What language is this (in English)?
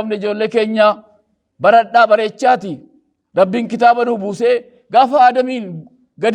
Oromo